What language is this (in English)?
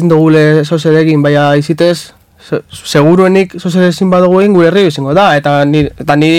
Basque